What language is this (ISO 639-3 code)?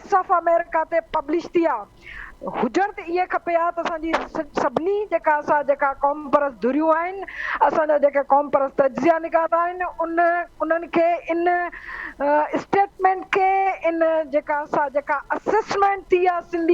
snd